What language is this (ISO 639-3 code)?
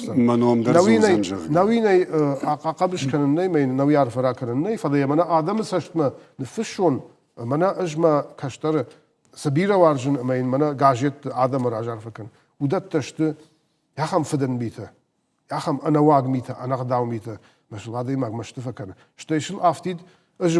oss